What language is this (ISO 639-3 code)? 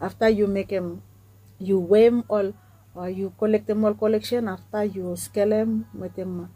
bis